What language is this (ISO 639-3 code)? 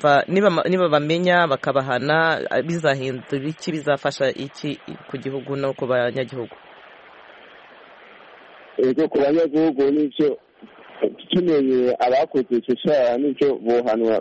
kin